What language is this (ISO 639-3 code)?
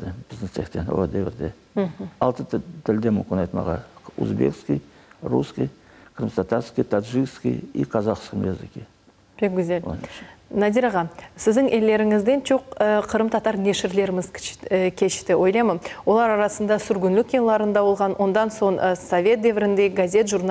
crh